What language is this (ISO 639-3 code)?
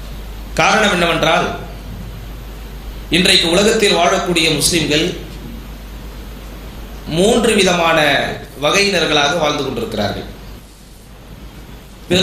tam